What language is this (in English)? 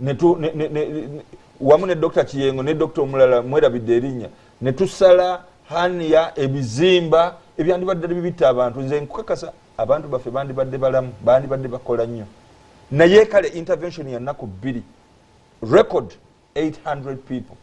Ganda